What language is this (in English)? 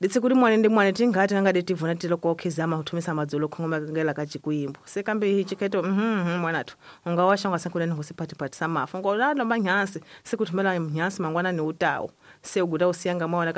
Tsonga